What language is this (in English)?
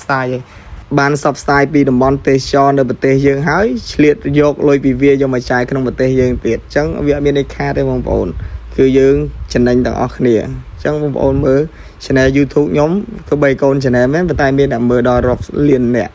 Khmer